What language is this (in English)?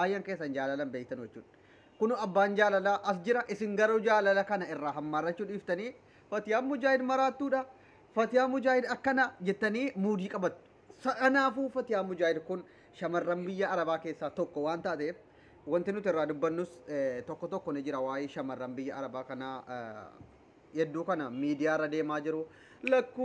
Oromo